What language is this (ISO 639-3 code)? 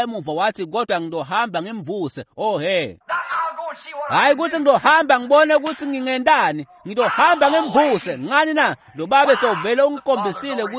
ssw